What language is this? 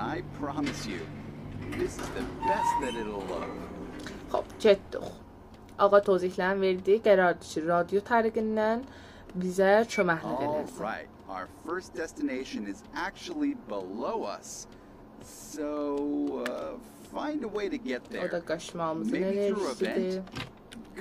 South Azerbaijani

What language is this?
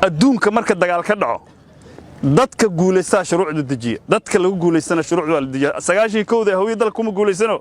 Somali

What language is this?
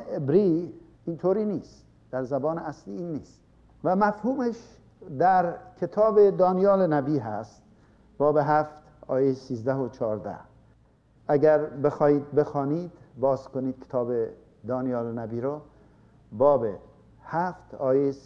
Persian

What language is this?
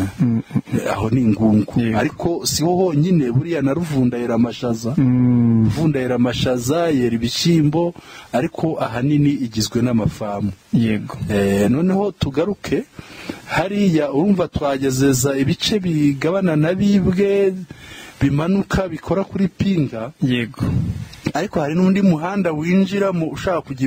Kinyarwanda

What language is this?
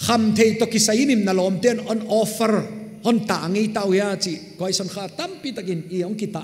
Paite Chin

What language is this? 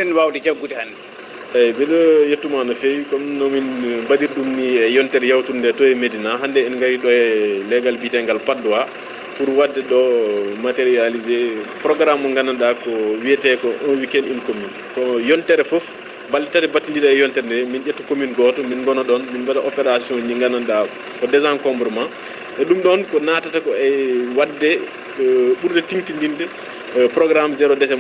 Fula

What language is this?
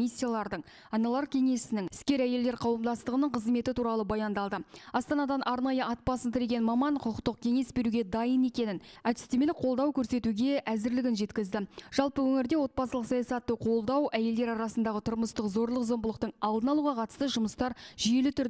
Kazakh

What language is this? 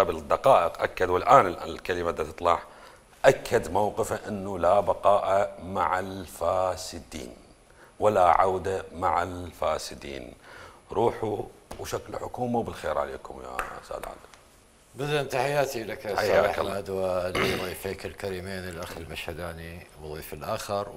Mesopotamian Arabic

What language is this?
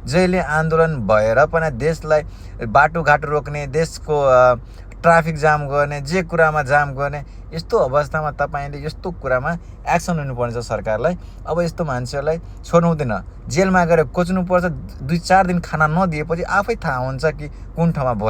Nepali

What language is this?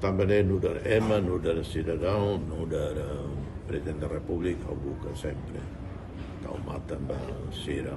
Tetum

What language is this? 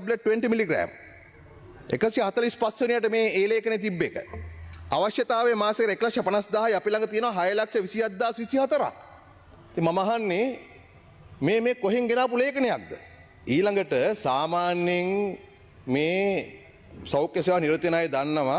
Sinhala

